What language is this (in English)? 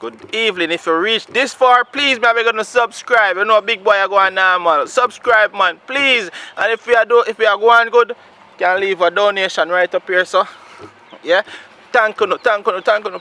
Jamaican Creole English